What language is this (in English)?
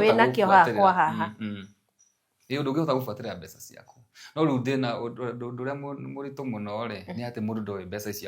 Kikuyu